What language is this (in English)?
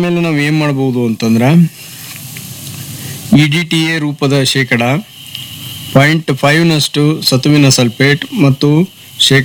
Kannada